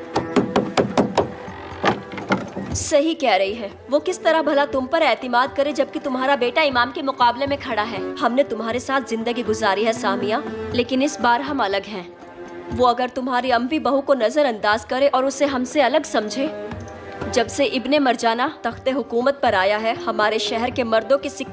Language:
Hindi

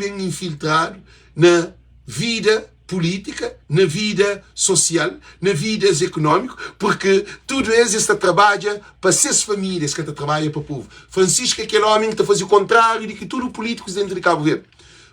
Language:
Kabuverdianu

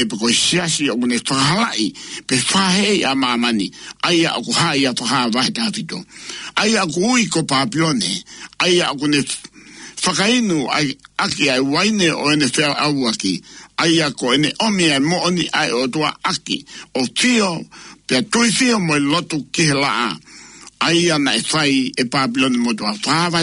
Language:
Tongan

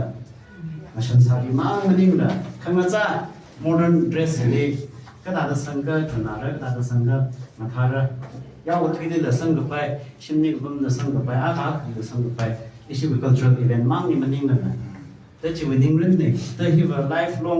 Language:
Tangkhul Naga (India)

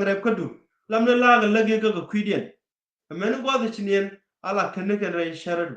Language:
Nuer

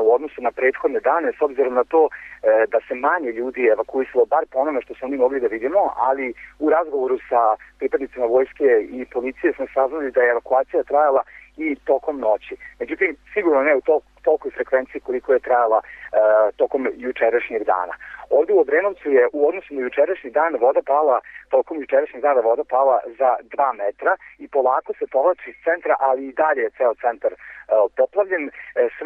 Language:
Serbian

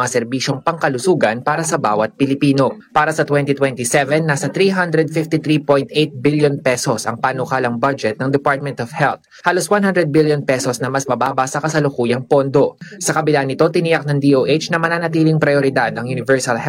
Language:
Filipino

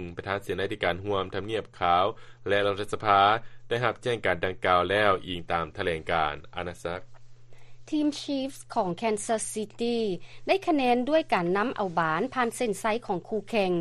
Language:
Lao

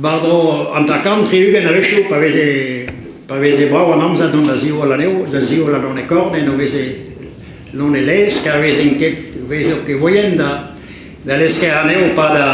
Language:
Breton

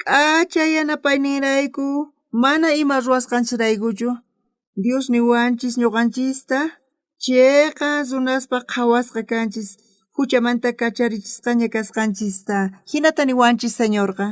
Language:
South Bolivian Quechua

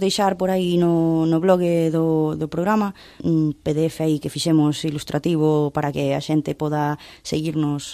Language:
Galician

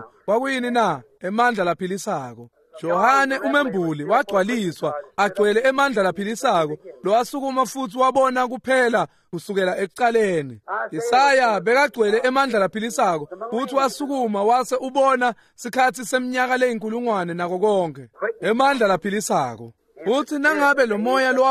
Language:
Swati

